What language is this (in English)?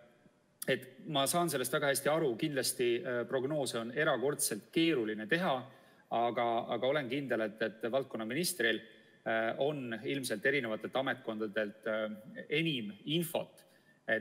Estonian